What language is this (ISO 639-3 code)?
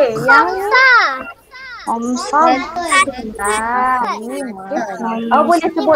msa